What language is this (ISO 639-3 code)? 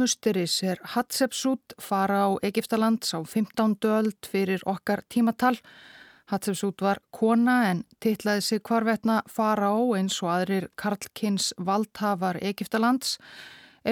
isl